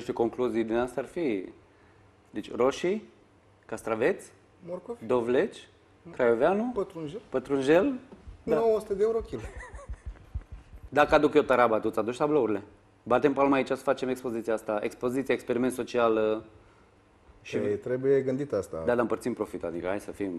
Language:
Romanian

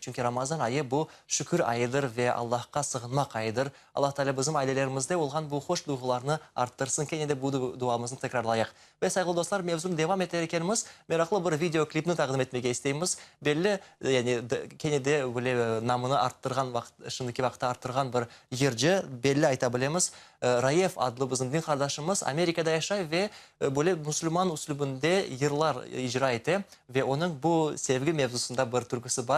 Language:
Crimean Tatar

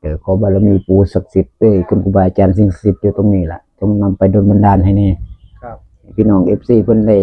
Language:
Northeastern Thai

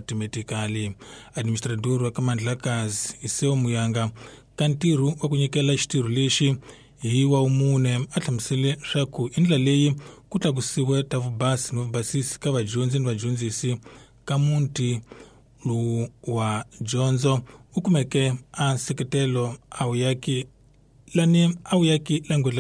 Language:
Tsonga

